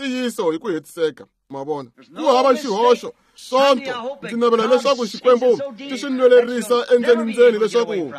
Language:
Tsonga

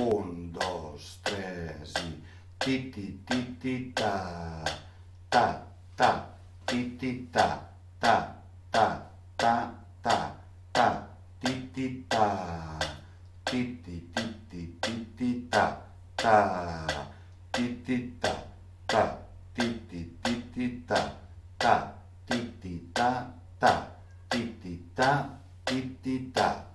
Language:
Catalan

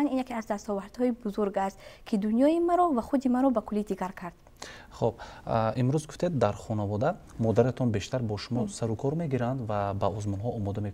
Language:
Tajik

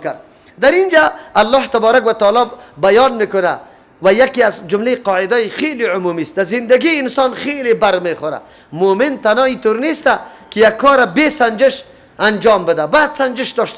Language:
Persian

